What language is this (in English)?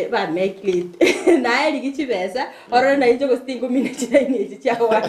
Gusii